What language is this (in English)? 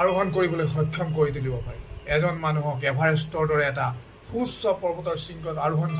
Assamese